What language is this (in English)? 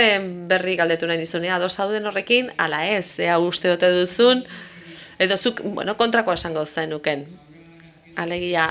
Basque